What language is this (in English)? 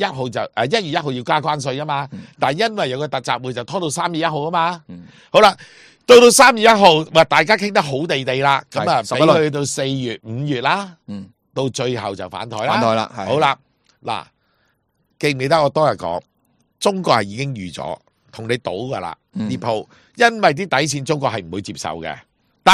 Cantonese